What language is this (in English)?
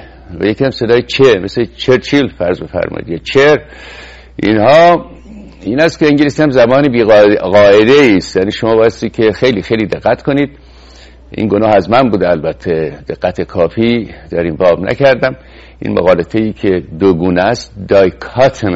Persian